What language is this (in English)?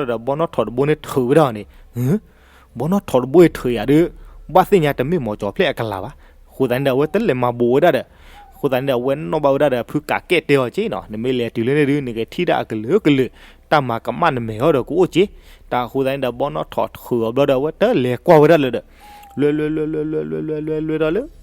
S'gaw Karen